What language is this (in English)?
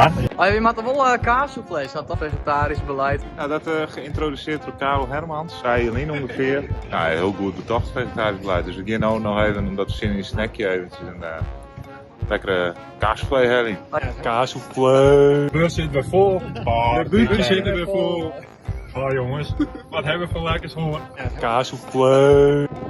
Western Frisian